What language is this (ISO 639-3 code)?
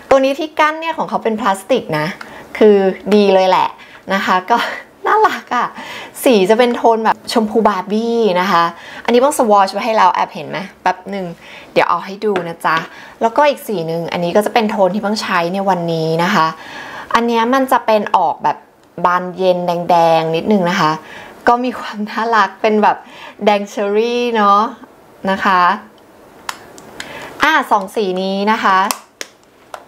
tha